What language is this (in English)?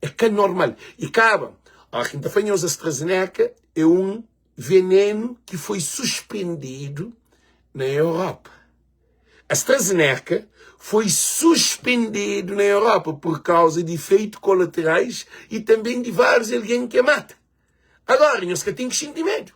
Kabuverdianu